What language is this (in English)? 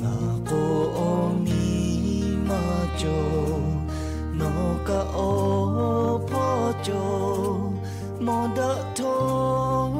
Lahu